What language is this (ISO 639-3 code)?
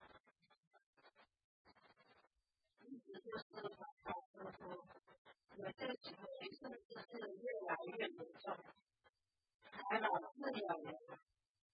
zho